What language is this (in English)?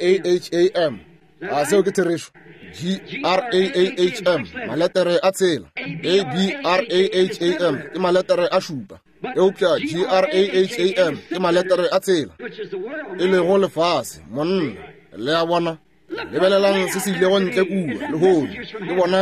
Northern Sotho